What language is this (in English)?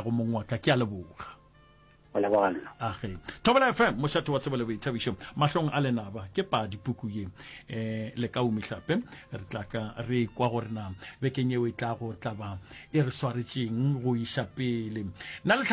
Northern Sotho